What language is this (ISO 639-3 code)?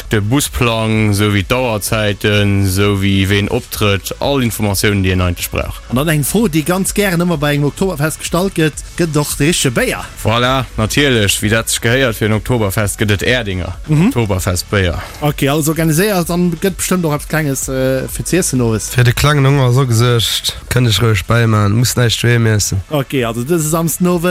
ltz